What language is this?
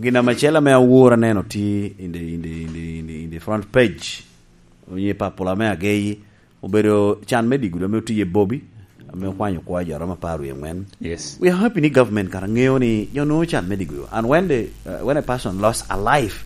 Lango (Uganda)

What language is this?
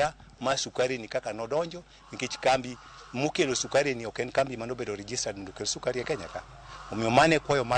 Luo (Kenya and Tanzania)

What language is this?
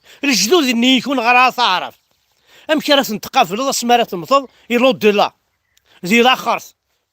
Kabyle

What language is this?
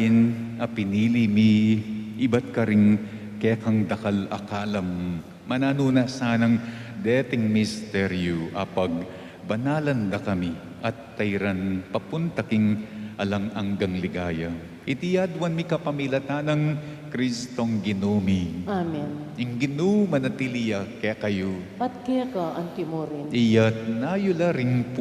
Pampanga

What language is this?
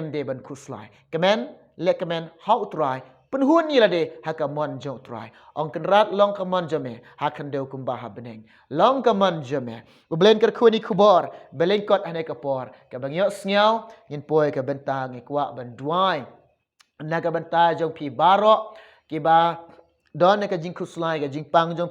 Khasi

